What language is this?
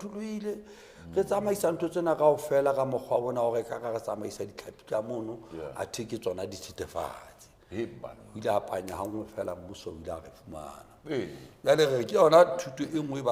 Southern Sotho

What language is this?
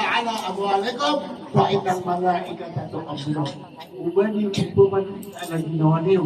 Maranao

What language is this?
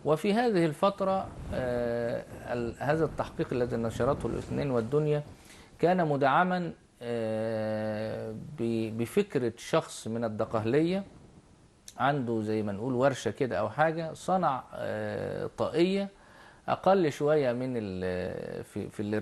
Egyptian Arabic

